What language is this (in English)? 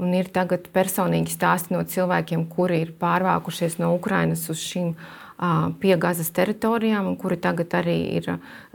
Latvian